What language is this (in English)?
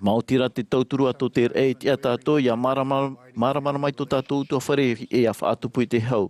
Tahitian